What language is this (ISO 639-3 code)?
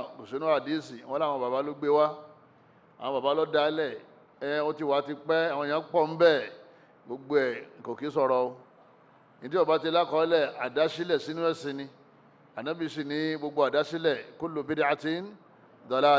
yor